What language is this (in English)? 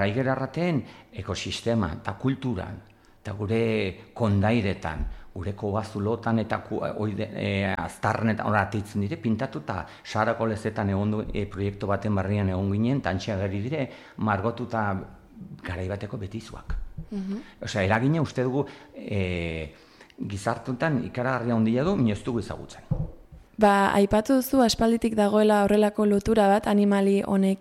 Basque